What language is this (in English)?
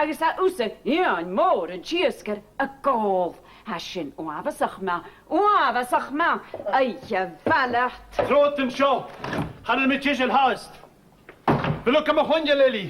Scottish Gaelic